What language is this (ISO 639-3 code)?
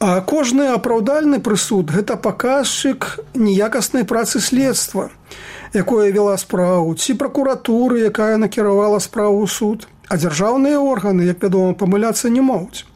bel